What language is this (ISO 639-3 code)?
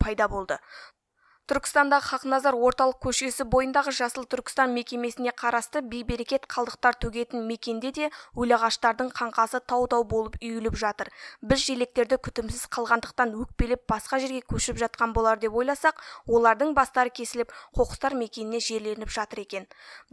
kaz